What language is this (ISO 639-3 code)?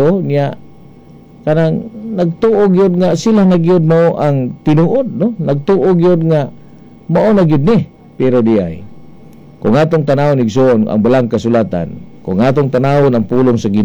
ceb